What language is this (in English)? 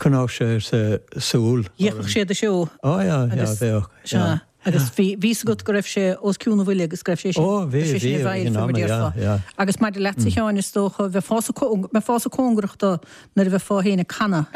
Irish